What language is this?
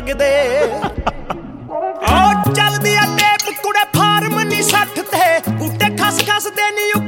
Punjabi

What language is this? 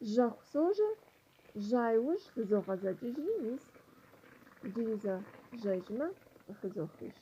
Kabardian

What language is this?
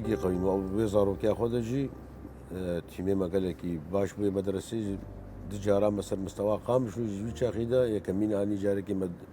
Kurdish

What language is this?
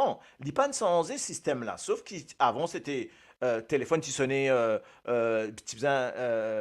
Morisyen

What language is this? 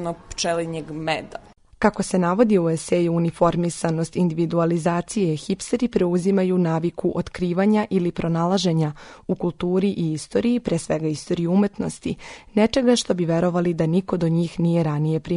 Serbian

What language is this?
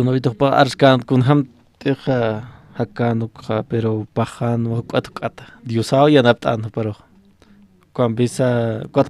Aymara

